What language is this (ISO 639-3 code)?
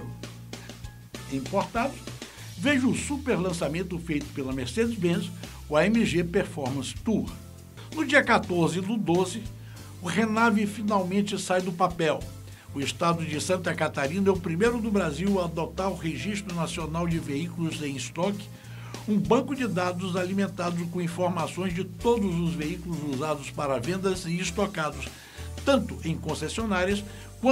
por